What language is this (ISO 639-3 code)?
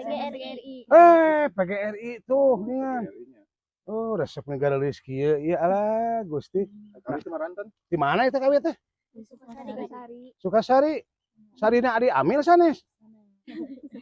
sun